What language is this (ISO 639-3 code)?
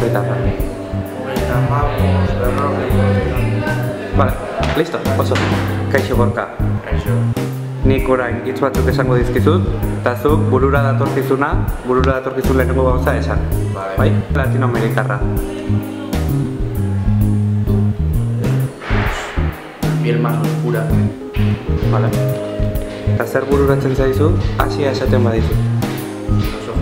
eus